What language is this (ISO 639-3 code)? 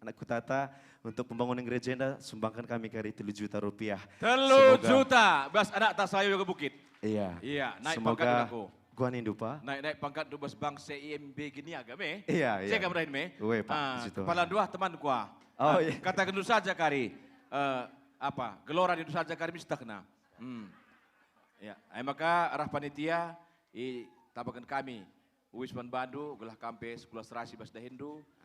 btx